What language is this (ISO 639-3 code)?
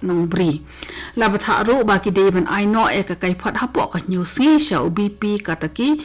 kha